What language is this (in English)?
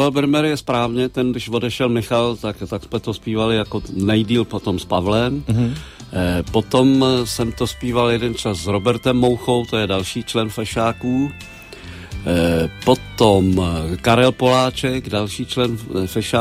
Czech